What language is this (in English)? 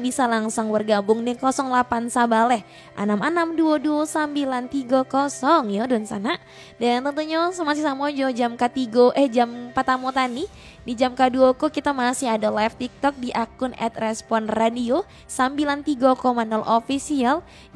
Minangkabau